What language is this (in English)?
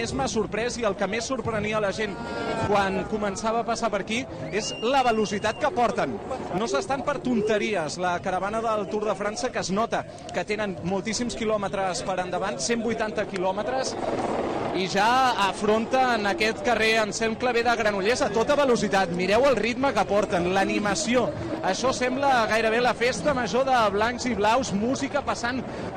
Catalan